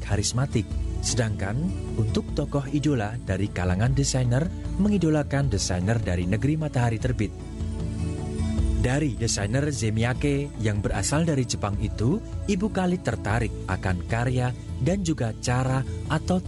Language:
Indonesian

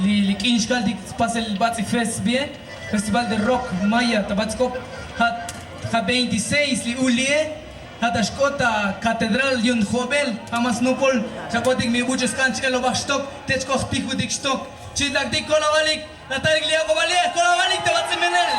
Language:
Tzotzil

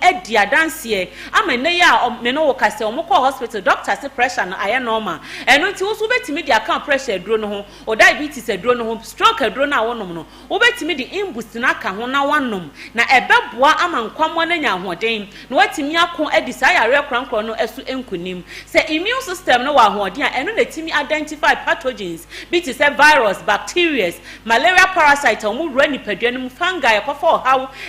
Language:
Akan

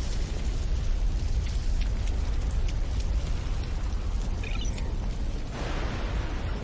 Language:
Italian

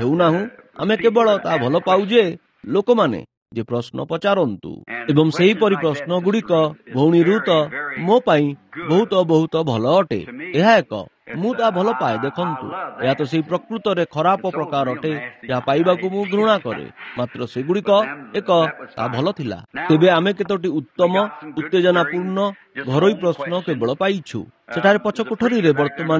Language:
Odia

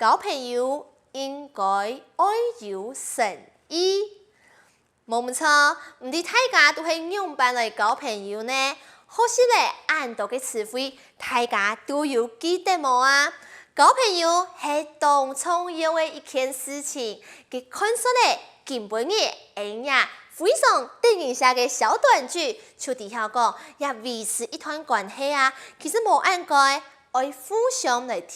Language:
Hakka Chinese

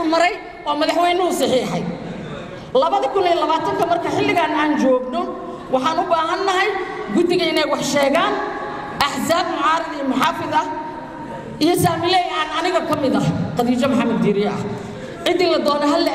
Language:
Somali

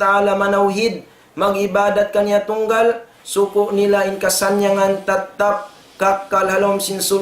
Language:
Tausug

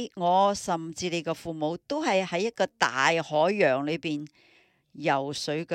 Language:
Cantonese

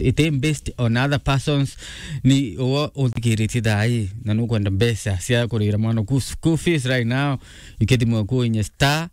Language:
Meru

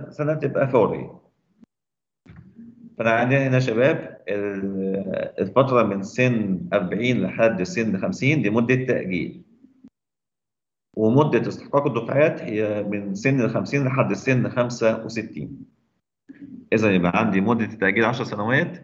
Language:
Egyptian Arabic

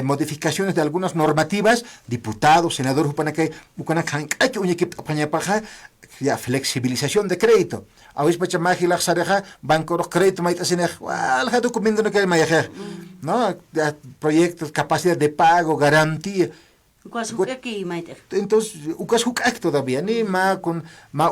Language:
Aymara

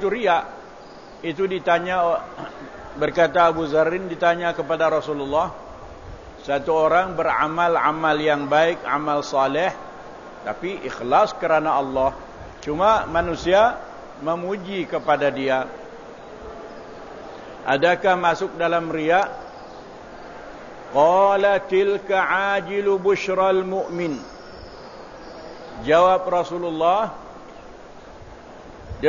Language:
Malay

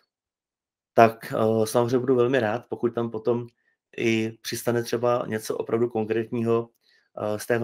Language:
Czech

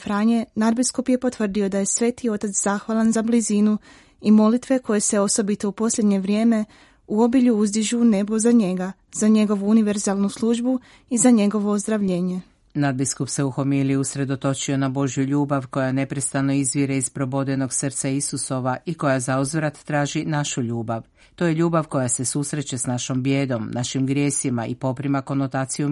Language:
Croatian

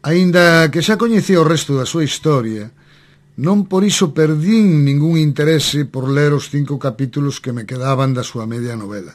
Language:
Galician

